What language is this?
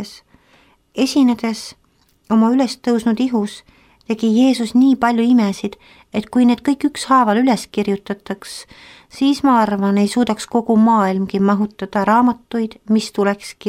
Estonian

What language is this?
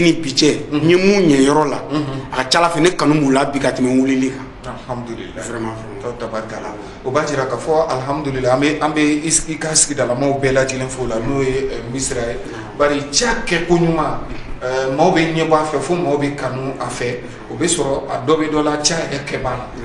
Bambara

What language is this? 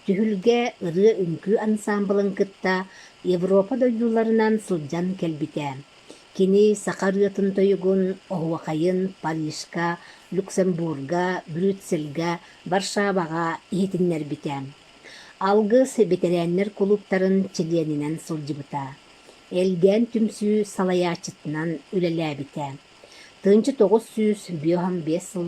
Yakut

